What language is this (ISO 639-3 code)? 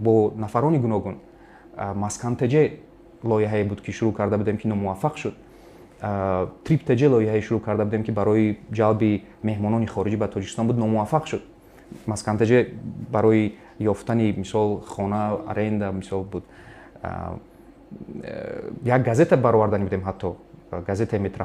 tgk